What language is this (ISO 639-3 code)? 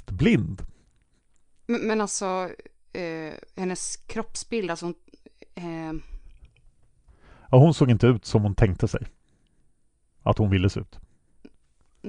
swe